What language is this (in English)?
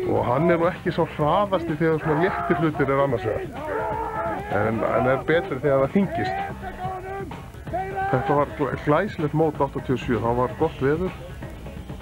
Icelandic